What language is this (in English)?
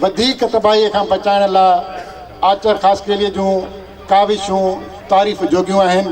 Sindhi